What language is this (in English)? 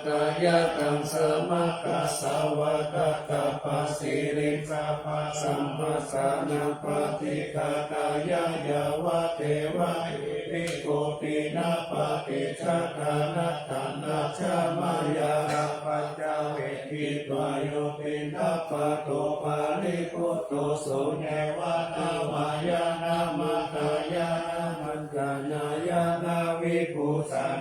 Pali